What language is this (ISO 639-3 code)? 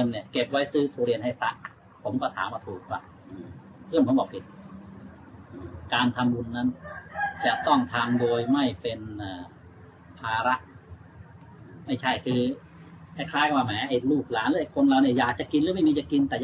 tha